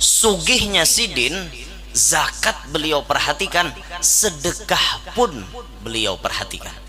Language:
Banjar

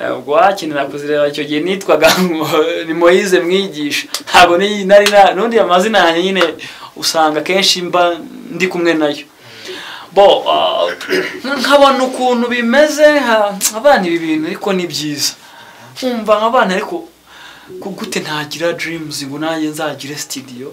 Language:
Kinyarwanda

